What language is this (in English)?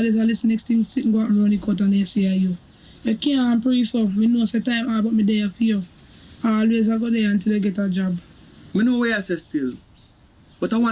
Jamaican Creole English